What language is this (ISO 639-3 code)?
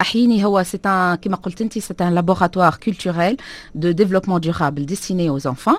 aeb